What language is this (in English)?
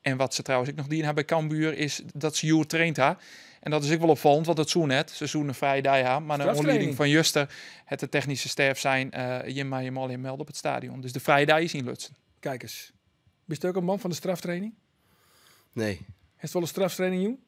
Western Frisian